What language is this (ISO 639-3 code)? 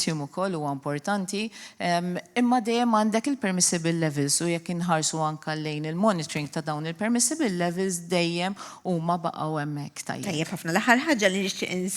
mlt